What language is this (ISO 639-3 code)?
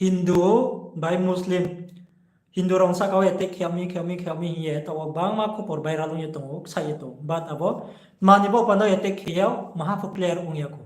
ria